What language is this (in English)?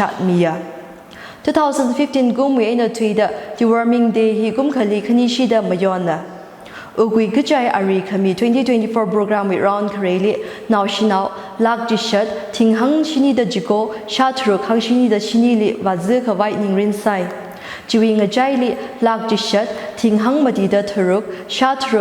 Tangkhul Naga (India)